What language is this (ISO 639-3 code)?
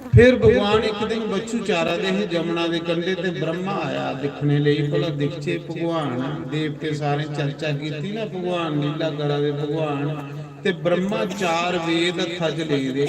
doi